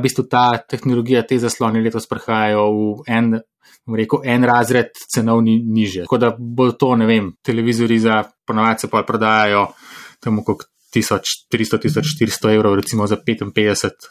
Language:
Slovenian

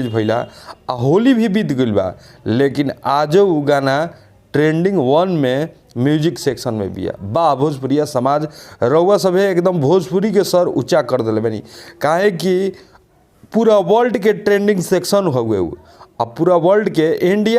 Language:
Bhojpuri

